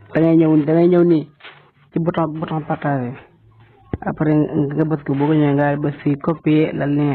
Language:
Wolof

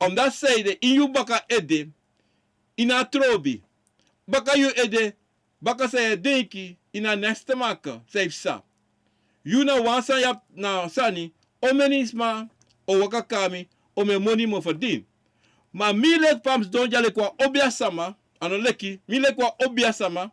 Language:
Sranan Tongo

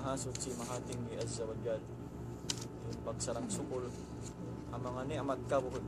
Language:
Tausug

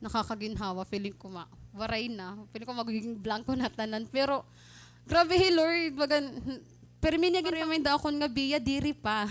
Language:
Waray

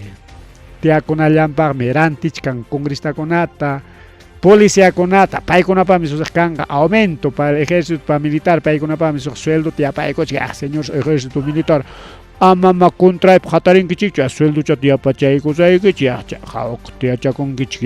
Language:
Ayacucho Quechua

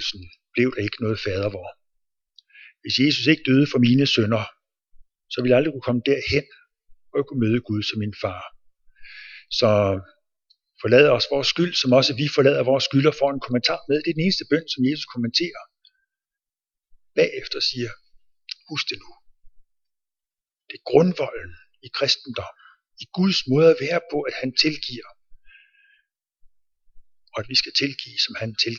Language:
Danish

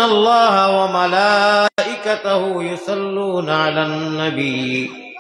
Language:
Sylheti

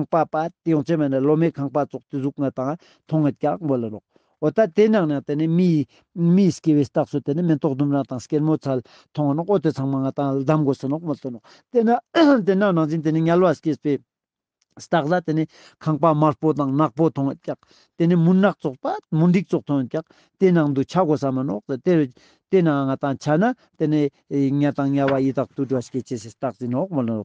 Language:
Ladakhi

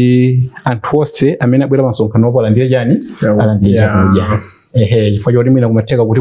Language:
Nyanja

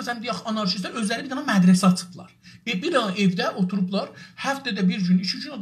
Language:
South Azerbaijani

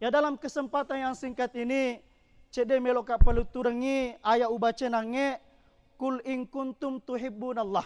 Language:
Buginese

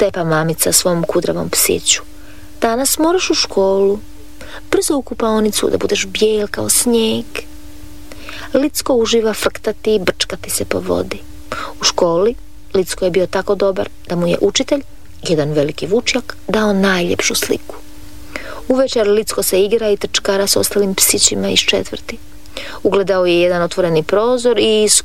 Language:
Croatian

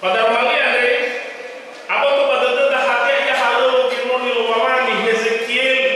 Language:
Nias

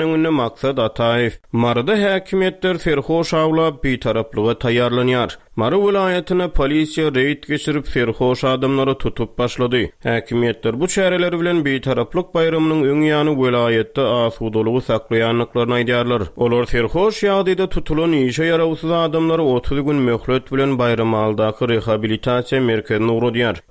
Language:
Turkmen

